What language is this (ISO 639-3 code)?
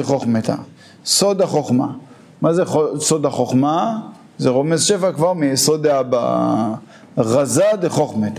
heb